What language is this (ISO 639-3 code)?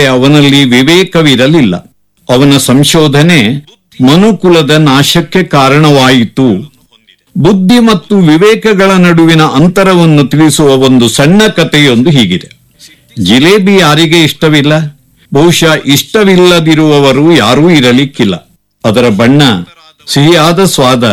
kan